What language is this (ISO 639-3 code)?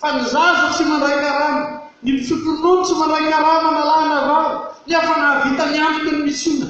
mlg